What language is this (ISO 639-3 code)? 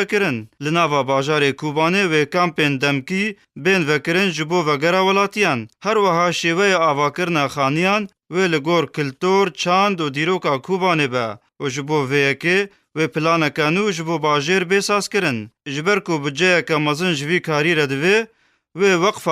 kur